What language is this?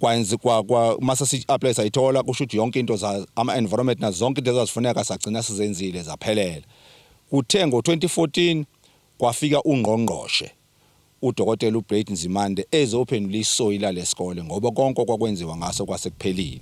Zulu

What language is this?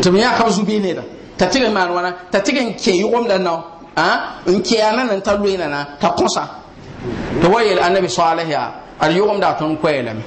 Mossi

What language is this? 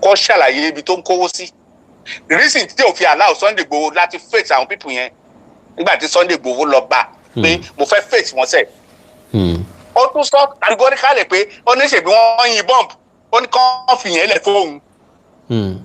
Yoruba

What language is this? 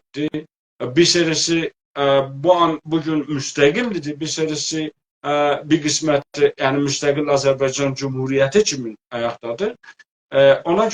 South Azerbaijani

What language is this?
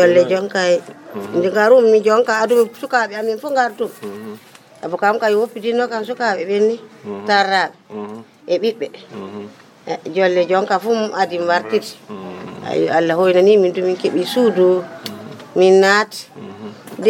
Fula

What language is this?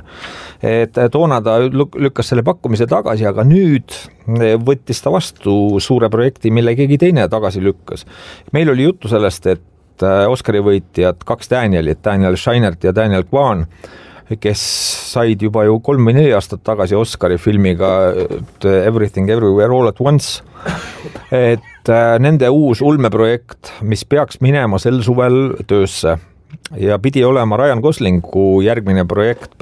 Estonian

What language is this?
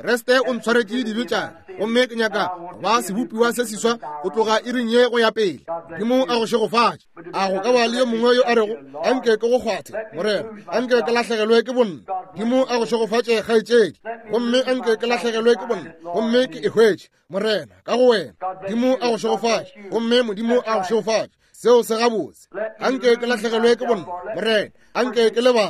Northern Sotho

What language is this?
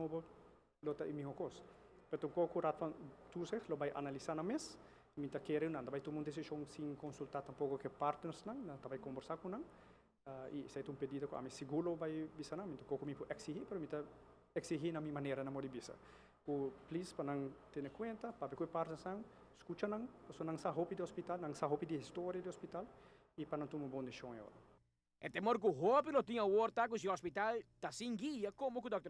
Papiamento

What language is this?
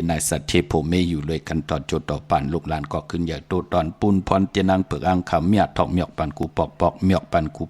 Shan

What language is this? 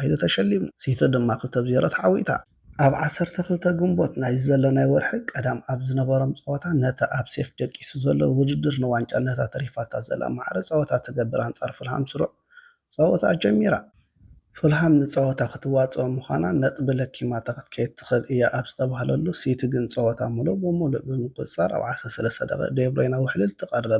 Tigrinya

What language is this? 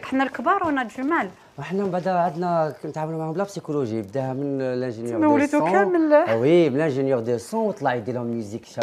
Algerian Arabic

